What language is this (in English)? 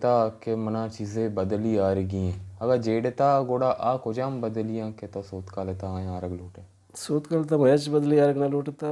Baluchi